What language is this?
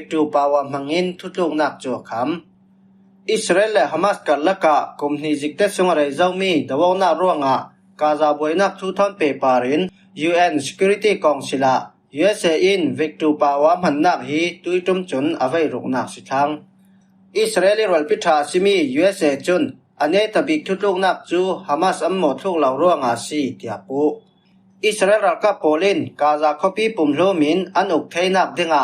Falam Chin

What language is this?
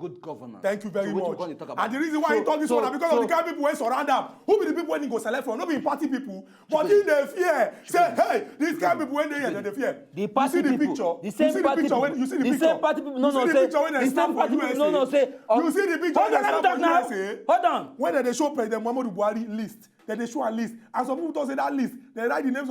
Nigerian Pidgin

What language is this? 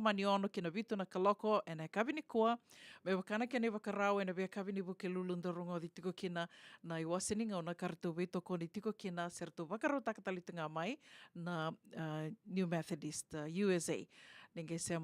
Fijian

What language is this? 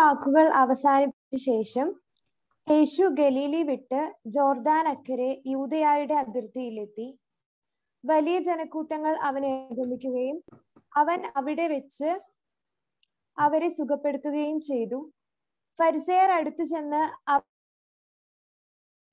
Malayalam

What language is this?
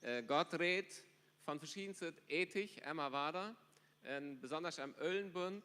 Plautdietsch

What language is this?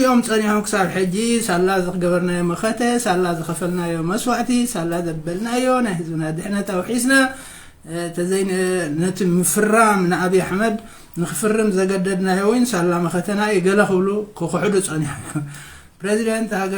Tigrinya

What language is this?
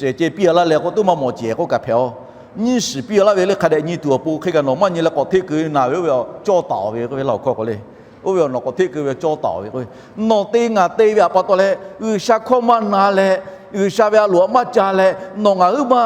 Lahu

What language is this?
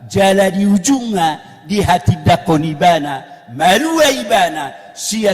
Batak Toba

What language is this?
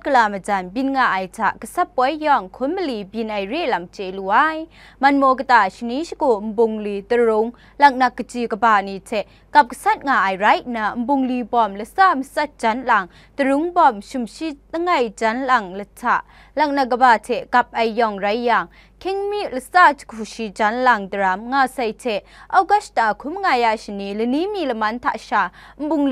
Kachin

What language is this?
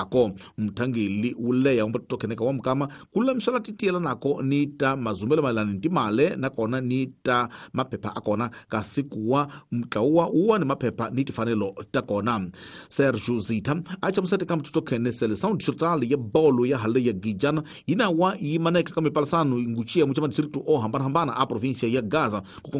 Tsonga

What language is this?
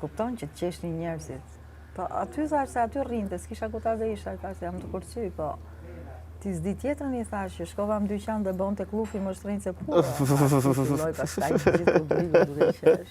Albanian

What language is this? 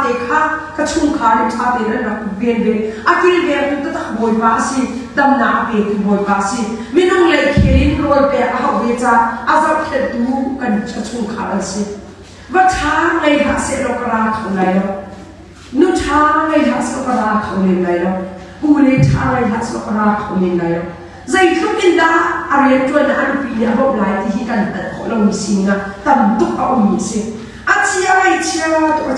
Hakha Chin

